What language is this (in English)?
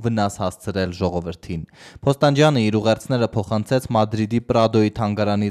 Armenian